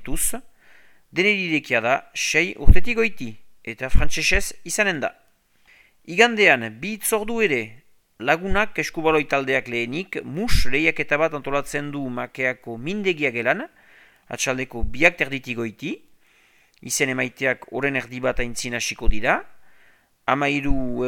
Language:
Basque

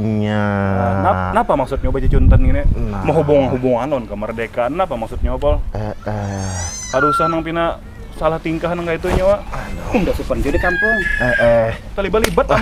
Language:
Banjar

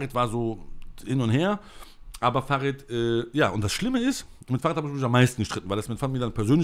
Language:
German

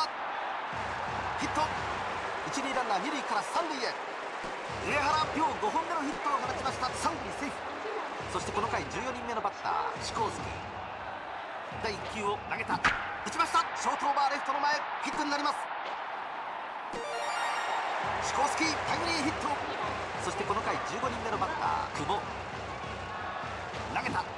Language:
Japanese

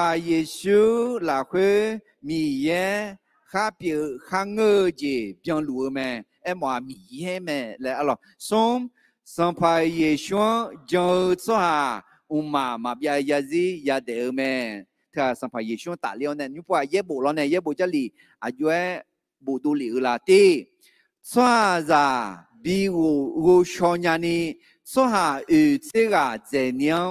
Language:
Akha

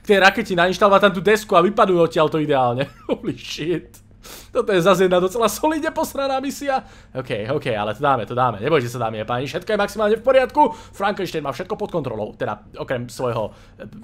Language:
Slovak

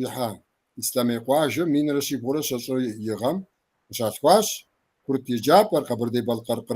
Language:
Kabardian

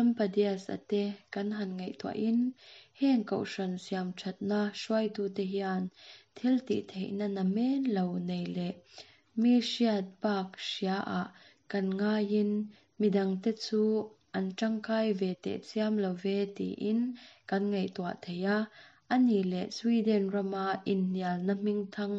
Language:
Mizo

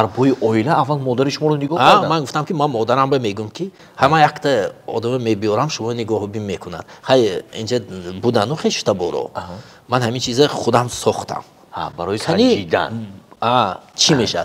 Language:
Tajik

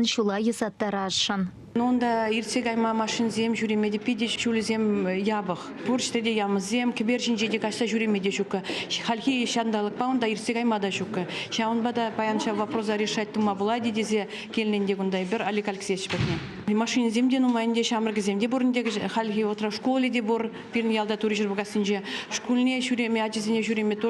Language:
Chuvash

